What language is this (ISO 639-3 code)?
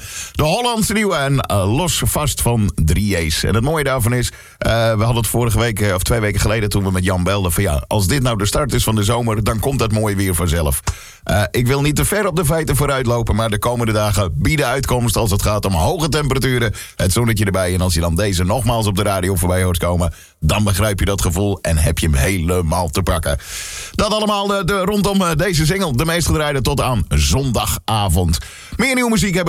nld